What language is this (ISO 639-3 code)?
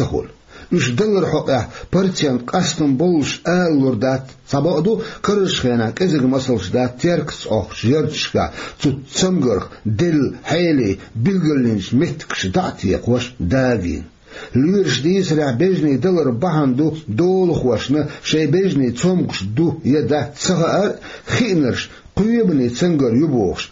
che